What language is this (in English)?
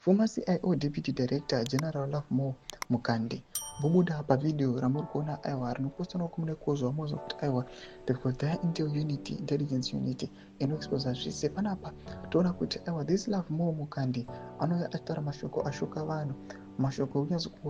Shona